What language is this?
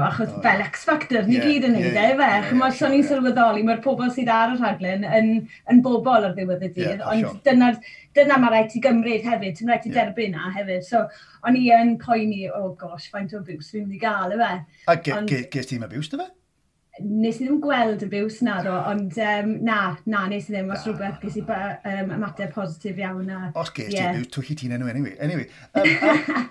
Welsh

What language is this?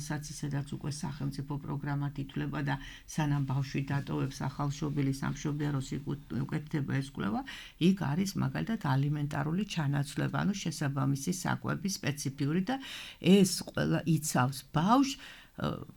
Georgian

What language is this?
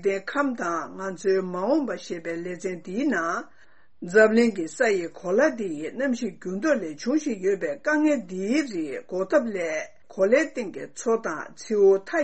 Tibetan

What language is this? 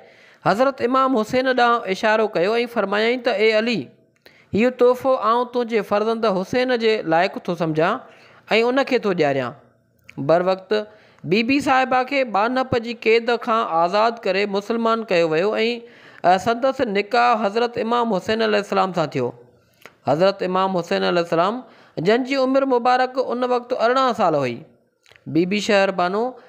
Sindhi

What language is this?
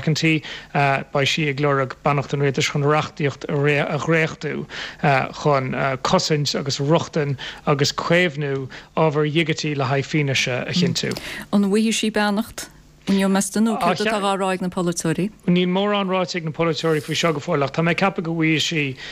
Irish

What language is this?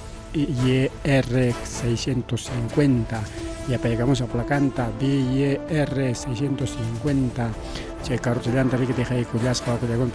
Ayacucho Quechua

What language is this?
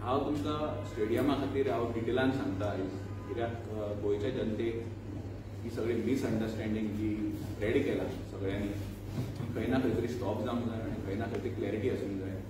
Konkani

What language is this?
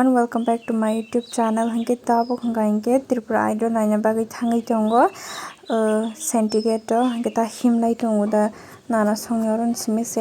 Kok Borok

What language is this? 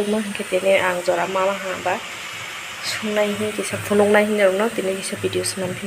Kok Borok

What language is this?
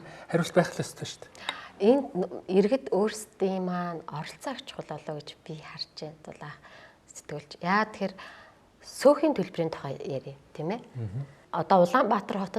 Mongolian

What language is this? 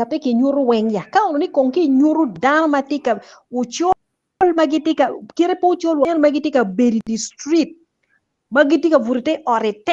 Acoli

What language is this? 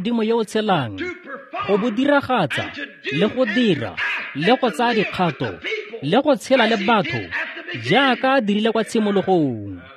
Tswana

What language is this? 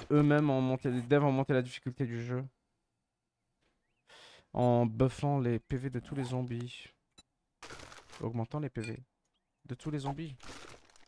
French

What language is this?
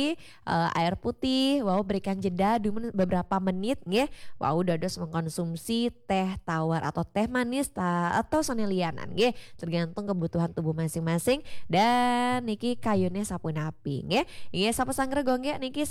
Balinese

